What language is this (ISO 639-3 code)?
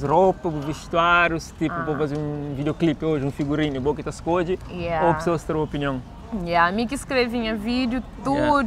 kea